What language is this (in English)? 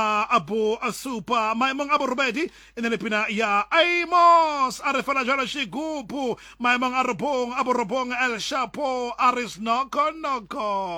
Southern Sotho